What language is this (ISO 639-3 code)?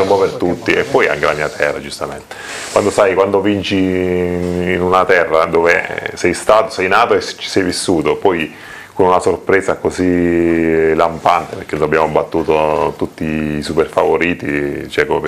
ita